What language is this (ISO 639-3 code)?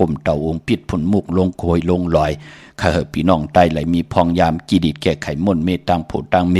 shn